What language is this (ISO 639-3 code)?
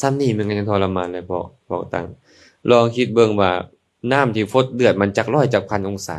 lao